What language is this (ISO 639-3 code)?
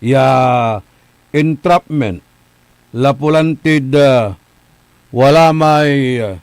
pag